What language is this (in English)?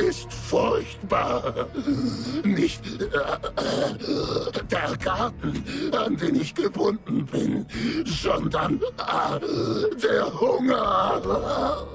Swiss German